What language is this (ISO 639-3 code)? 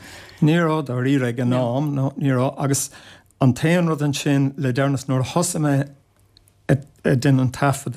gle